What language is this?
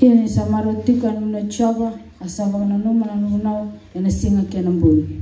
Fijian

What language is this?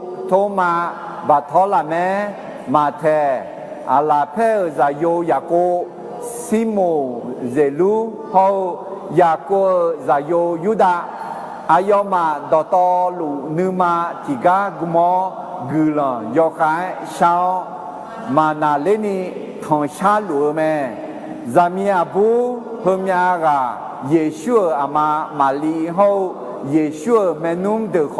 Akha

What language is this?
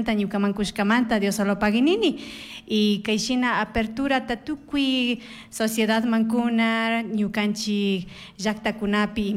Chimborazo Highland Quichua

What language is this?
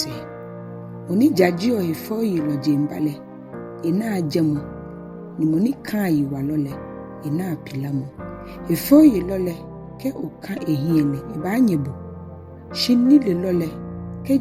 Ga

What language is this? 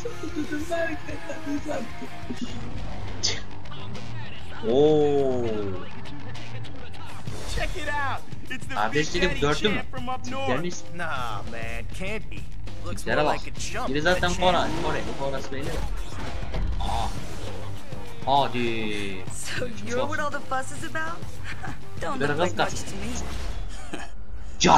Turkish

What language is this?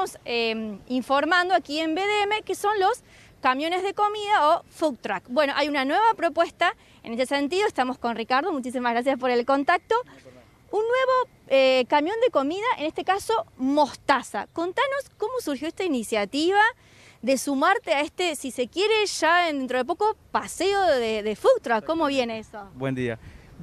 Spanish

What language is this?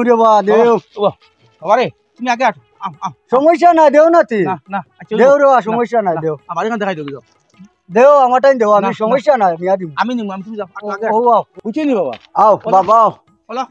Sylheti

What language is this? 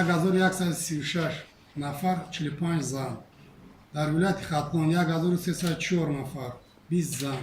Tajik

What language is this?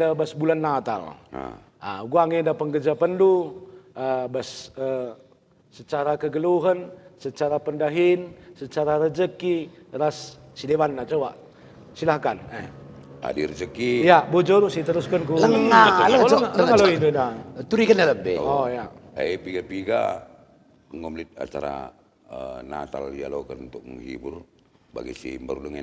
Batak Karo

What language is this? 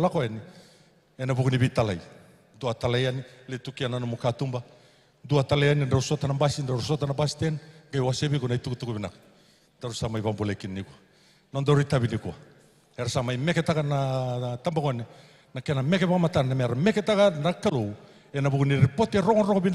Fijian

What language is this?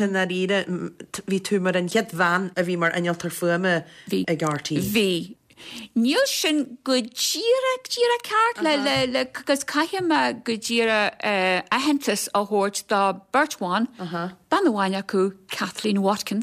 Irish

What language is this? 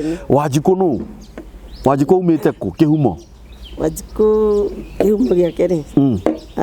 Kikuyu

